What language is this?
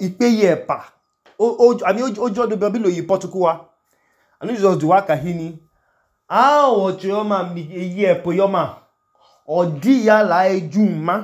Idoma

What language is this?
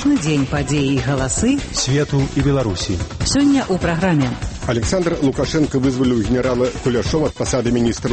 Belarusian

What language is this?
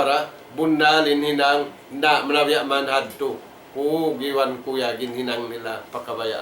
Tausug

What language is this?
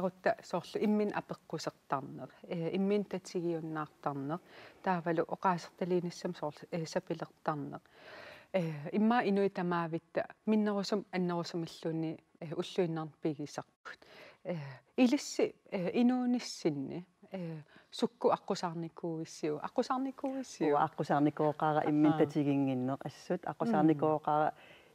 Kalaallisut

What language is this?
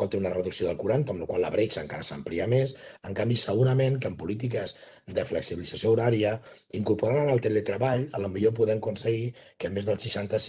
Catalan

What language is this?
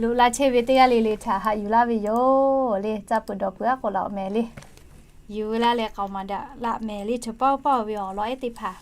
Lahu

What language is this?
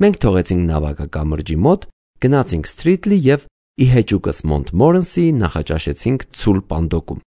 Armenian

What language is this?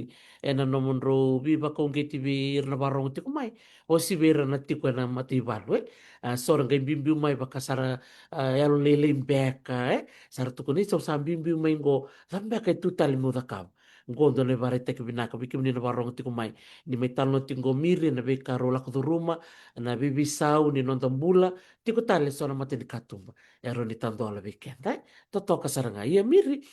Fijian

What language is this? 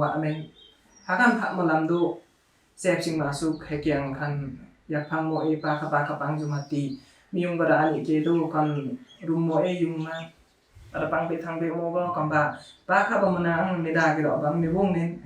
Limbu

